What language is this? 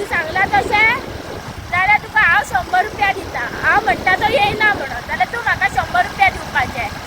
Konkani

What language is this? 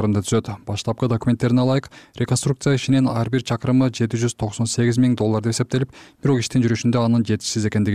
Kyrgyz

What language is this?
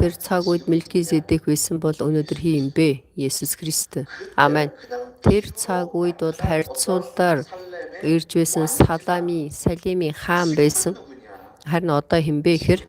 Mongolian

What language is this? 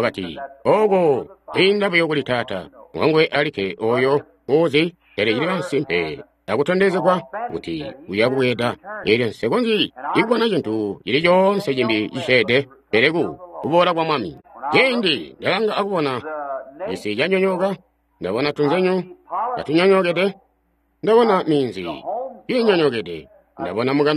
Tonga (Zambia)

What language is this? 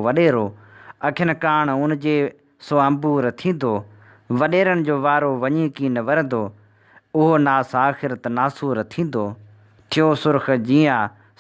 Sindhi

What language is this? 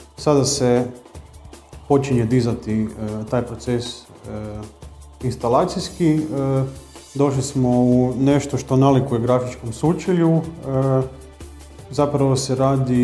Croatian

